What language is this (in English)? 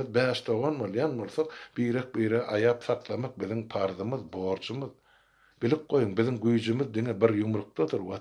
Turkmen